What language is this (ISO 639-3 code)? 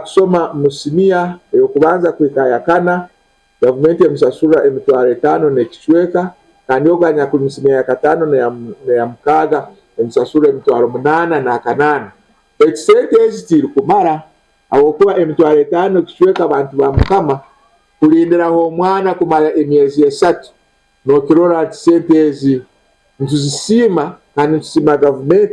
nyn